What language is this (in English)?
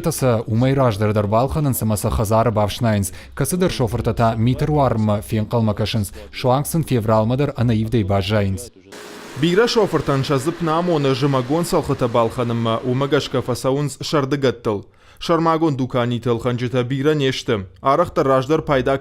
Ossetic